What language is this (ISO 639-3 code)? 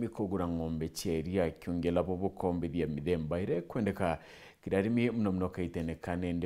mer